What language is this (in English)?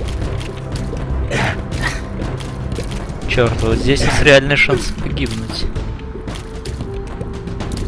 Russian